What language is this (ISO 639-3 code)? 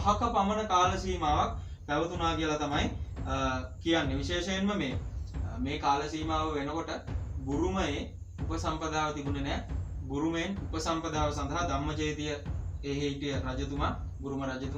sin